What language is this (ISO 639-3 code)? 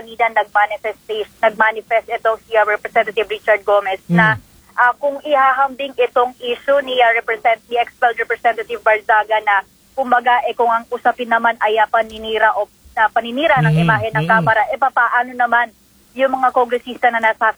fil